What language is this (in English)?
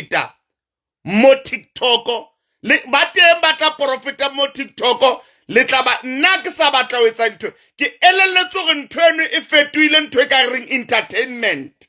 Southern Sotho